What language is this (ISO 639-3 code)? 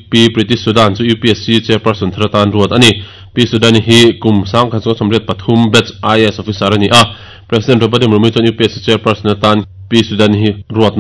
lus